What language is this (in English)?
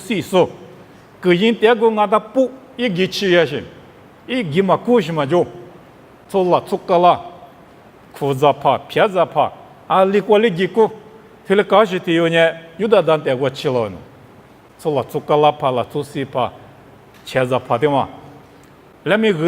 Lisu